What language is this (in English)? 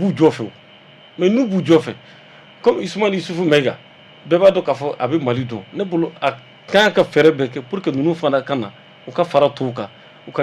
Bambara